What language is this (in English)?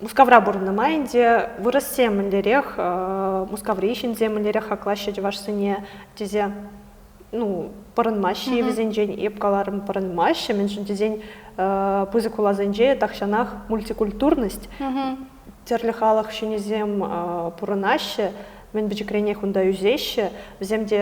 Chuvash